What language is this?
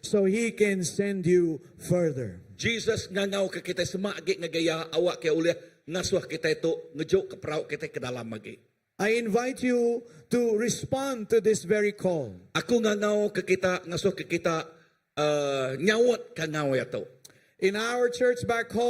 Iban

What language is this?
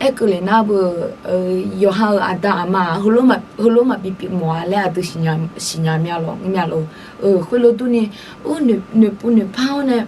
Akha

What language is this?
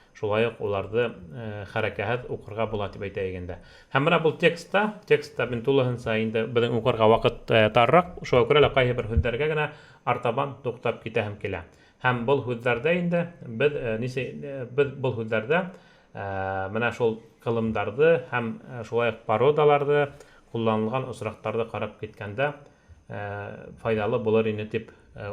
Bashkir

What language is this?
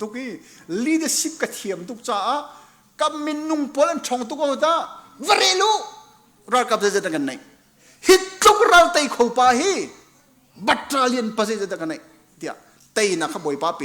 Hakha Chin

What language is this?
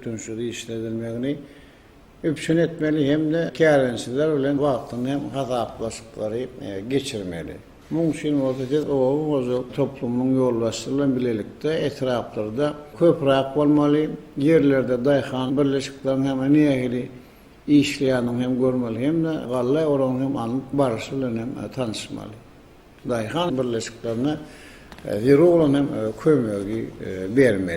Turkmen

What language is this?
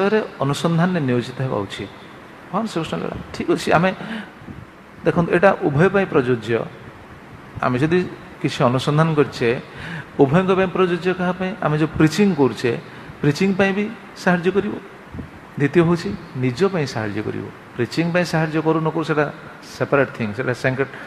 Odia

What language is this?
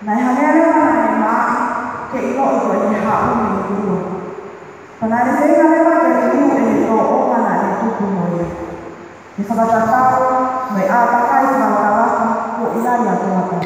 Tongan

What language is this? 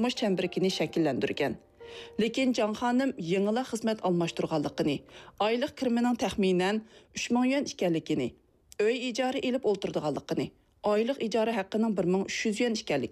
Uyghur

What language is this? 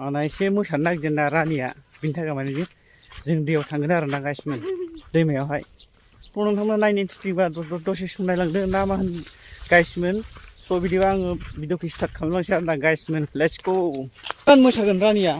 Bodo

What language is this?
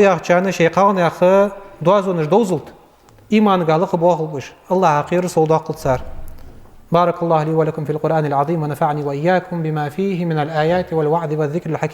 Ingush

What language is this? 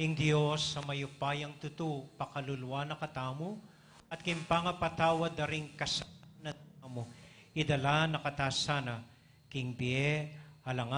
Pampanga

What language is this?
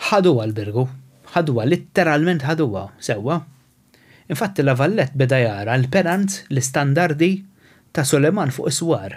Maltese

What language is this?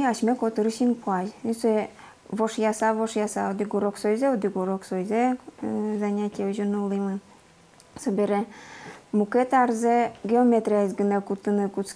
Udmurt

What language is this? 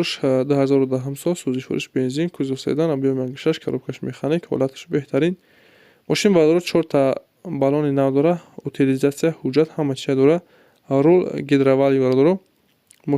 Tajik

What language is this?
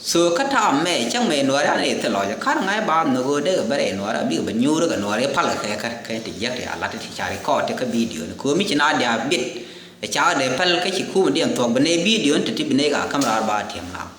Nuer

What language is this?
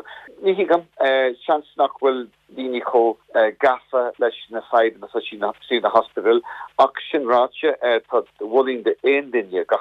Irish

